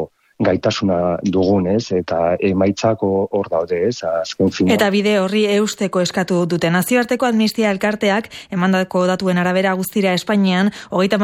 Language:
Basque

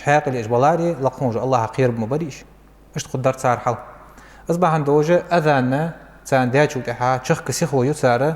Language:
Ingush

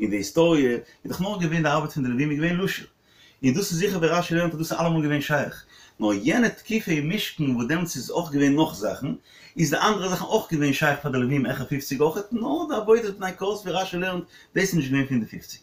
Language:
Yiddish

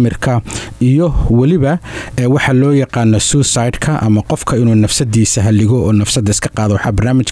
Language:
Somali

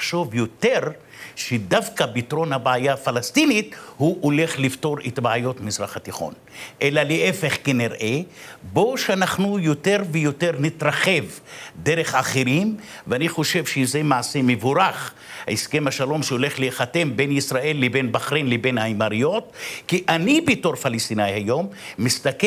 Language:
Hebrew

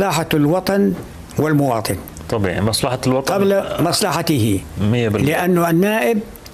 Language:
North Levantine Arabic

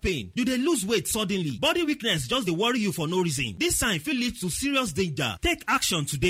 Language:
Nigerian Pidgin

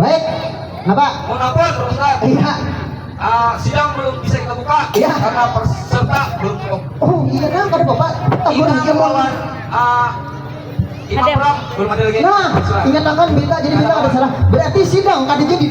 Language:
Banjar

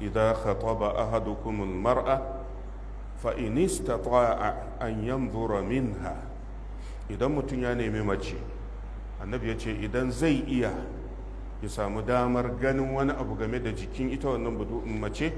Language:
Hausa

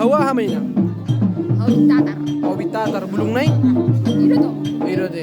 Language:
Batak Toba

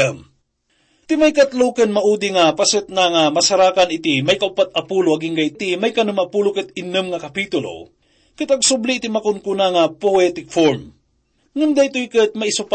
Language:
Iloko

